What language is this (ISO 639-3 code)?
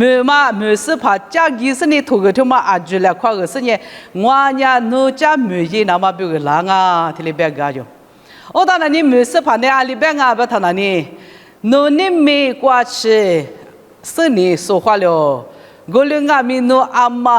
lis